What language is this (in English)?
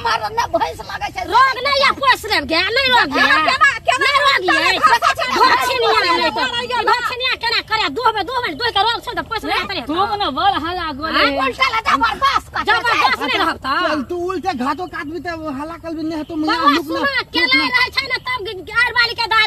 Maithili